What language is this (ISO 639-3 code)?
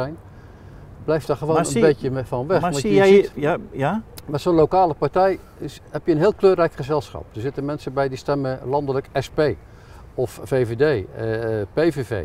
nld